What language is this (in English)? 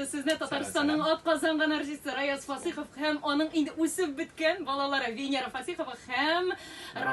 Tatar